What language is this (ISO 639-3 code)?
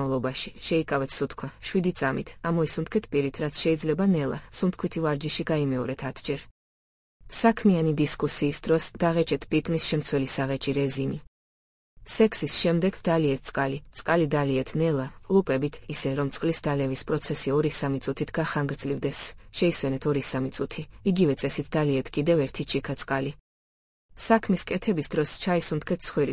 kat